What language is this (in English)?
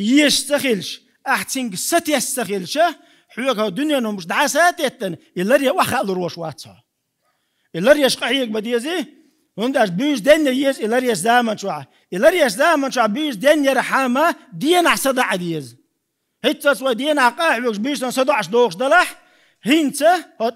Chechen